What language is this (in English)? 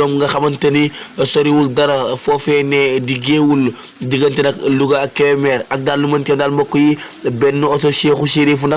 Wolof